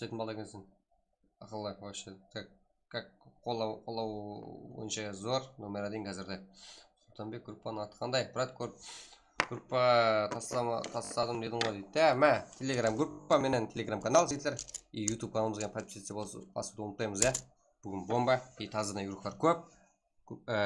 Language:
Kara-Kalpak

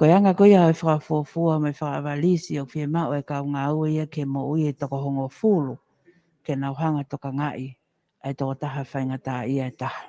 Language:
Tongan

